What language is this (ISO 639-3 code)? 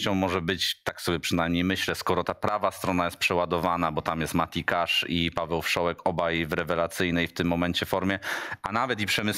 pol